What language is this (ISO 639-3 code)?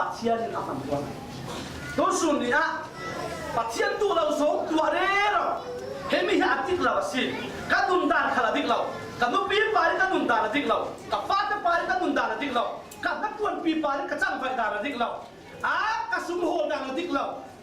cfm